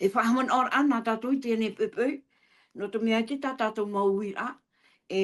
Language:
Tahitian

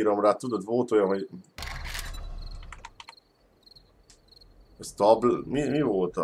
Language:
Hungarian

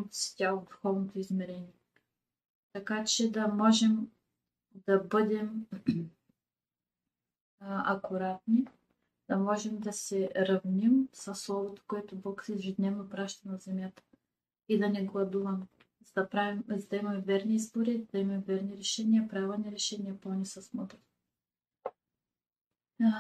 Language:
Bulgarian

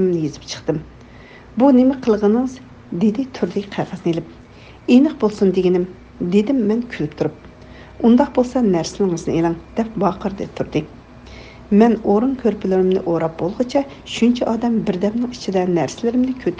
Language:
Uyghur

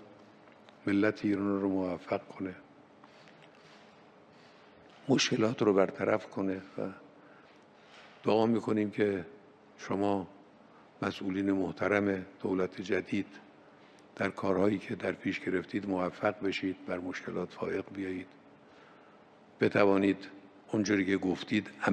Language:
Persian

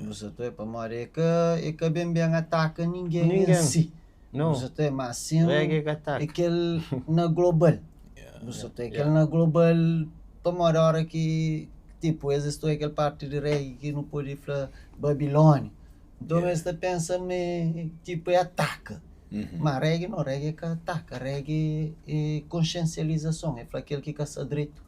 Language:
Kabuverdianu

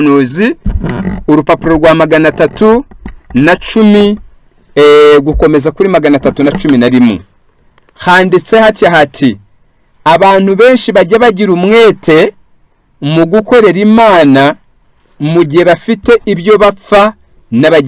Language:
Kinyarwanda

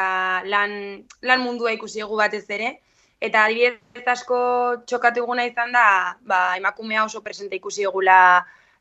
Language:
Basque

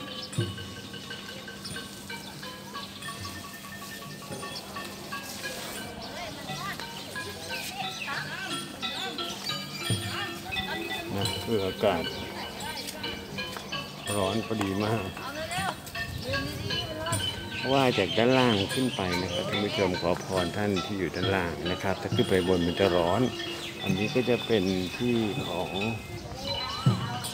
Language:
Thai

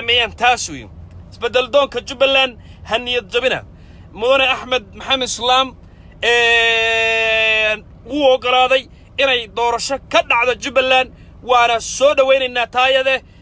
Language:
Somali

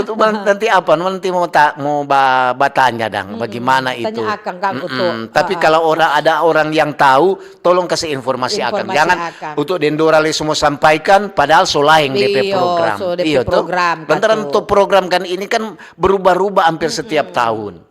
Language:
Manado Malay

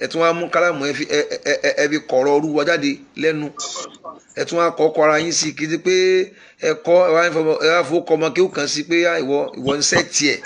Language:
Yoruba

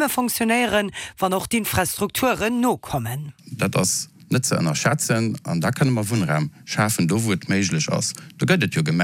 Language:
Luxembourgish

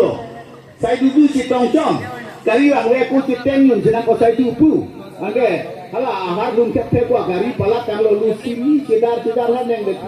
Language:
Karbi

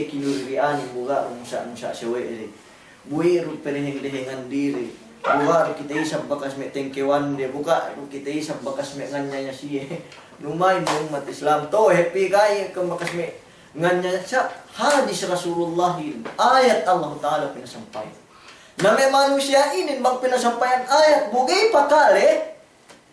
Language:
Yakan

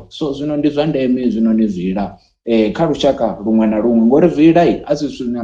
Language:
Venda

